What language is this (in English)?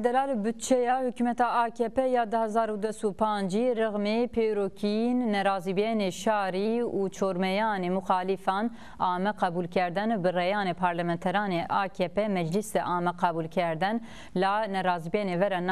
Zaza